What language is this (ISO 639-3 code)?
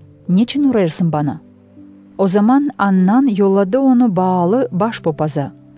gag